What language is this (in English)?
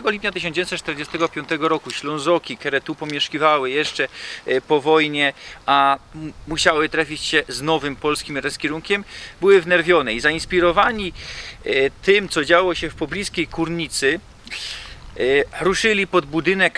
Silesian